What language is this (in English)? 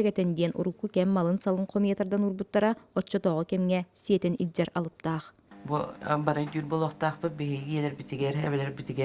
Yakut